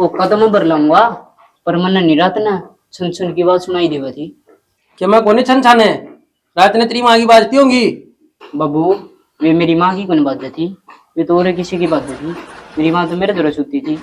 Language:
Haryanvi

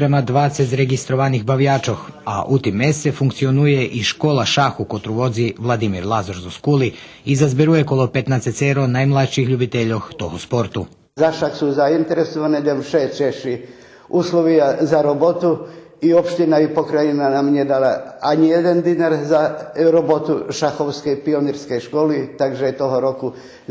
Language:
Rusyn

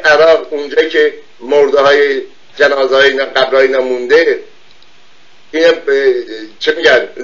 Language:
Persian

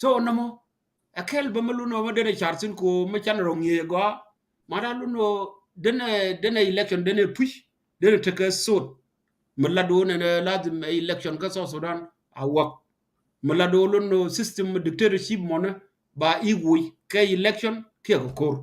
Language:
Nuer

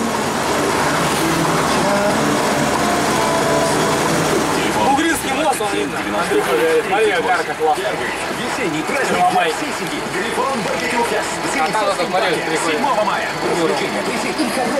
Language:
Russian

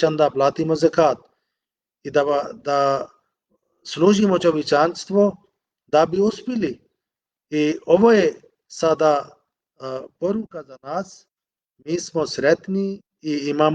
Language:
Bosnian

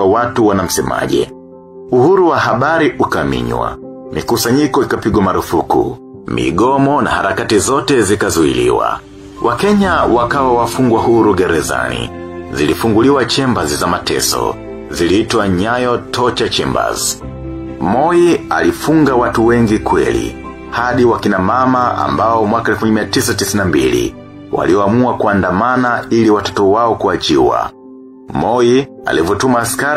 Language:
Swahili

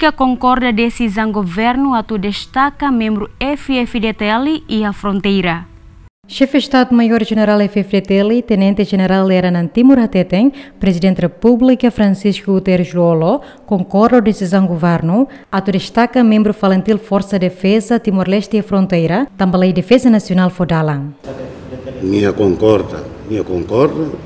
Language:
Tetum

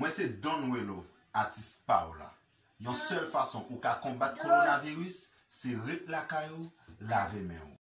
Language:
Haitian Creole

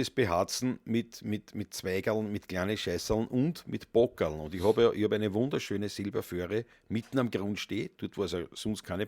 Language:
Bavarian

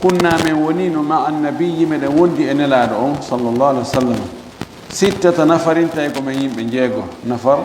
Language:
Fula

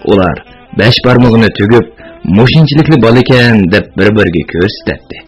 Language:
Uyghur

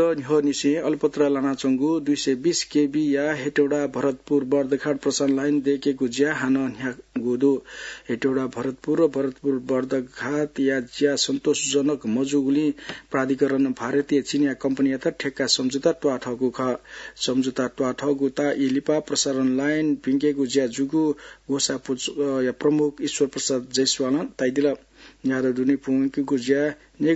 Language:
Newari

